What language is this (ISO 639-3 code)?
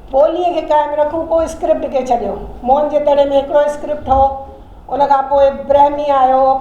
snd